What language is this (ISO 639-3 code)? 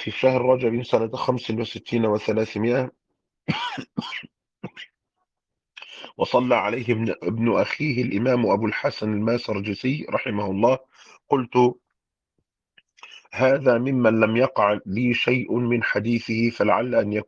ara